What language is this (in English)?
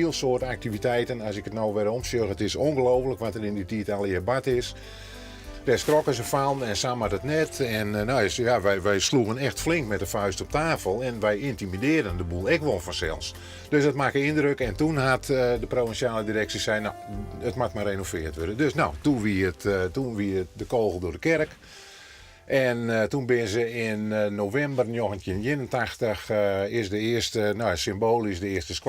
Western Frisian